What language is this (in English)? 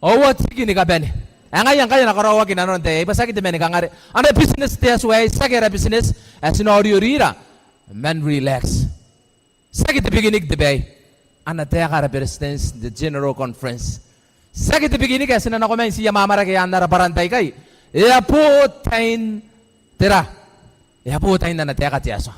Gilbertese